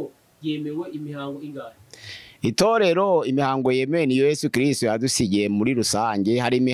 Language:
Kinyarwanda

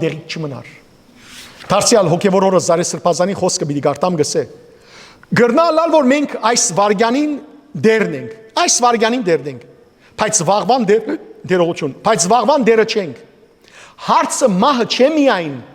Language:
Western Armenian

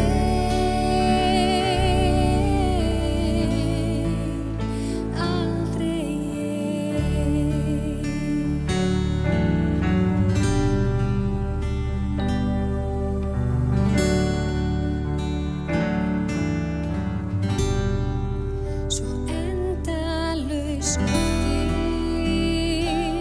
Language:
Icelandic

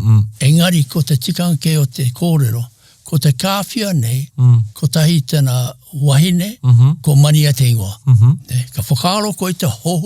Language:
Māori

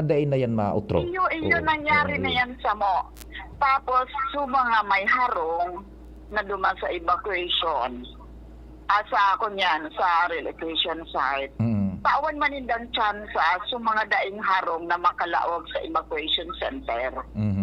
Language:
Bikol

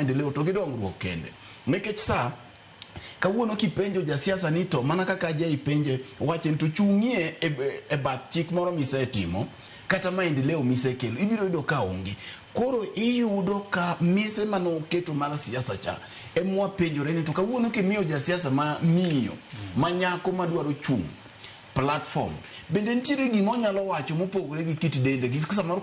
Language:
Luo (Kenya and Tanzania)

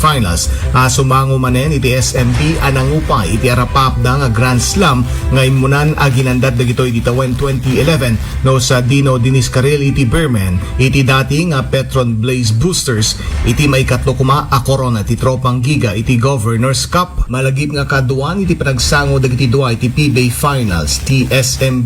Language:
Iloko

